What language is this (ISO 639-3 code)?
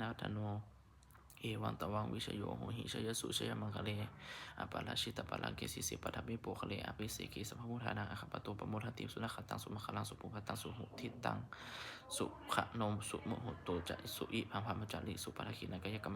pli